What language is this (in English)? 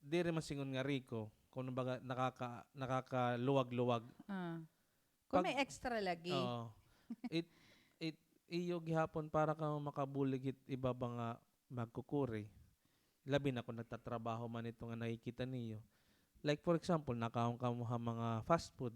Waray